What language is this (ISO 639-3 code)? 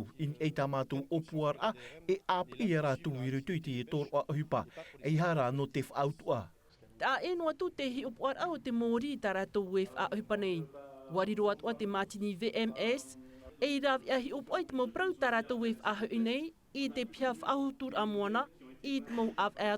tah